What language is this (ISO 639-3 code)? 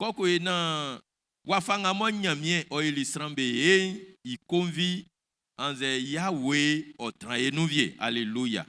bci